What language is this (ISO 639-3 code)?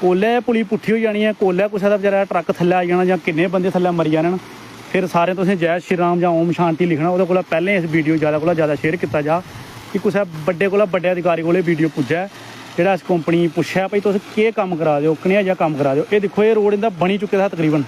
doi